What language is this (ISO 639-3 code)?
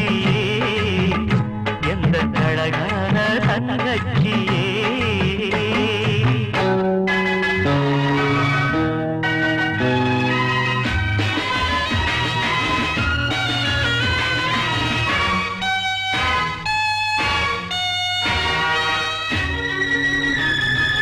tam